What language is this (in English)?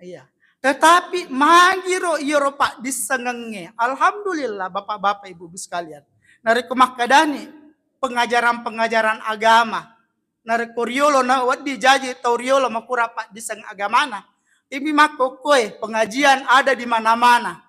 Buginese